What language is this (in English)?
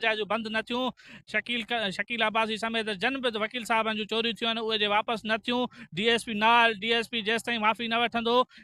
Sindhi